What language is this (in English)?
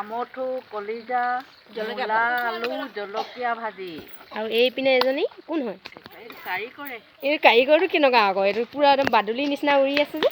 Assamese